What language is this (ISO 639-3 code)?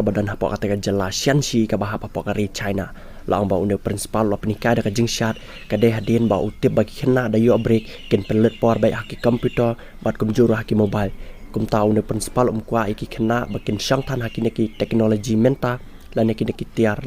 kha